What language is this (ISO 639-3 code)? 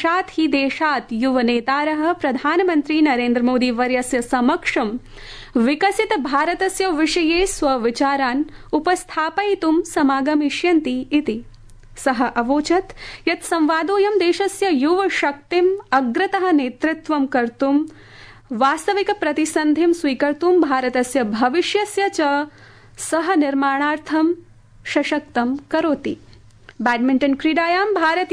san